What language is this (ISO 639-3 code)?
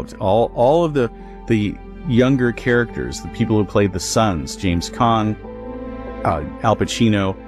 eng